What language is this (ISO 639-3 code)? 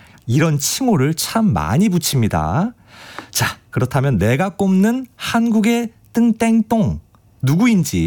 kor